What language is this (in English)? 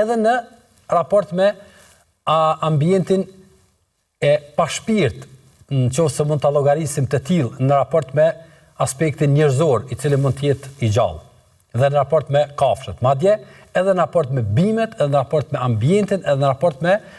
Albanian